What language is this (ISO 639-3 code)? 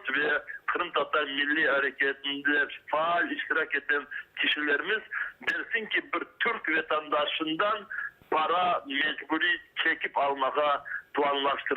crh